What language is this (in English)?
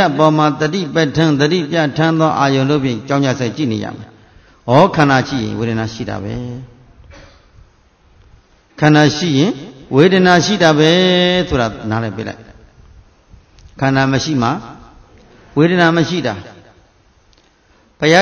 Burmese